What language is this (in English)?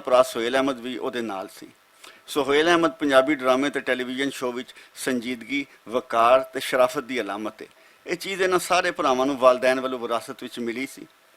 Western Panjabi